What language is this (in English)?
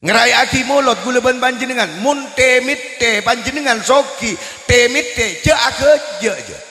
Madurese